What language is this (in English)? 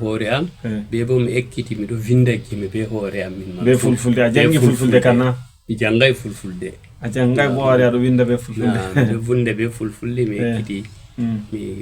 Fula